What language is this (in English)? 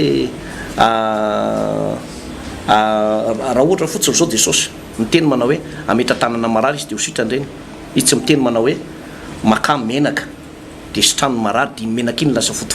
Malagasy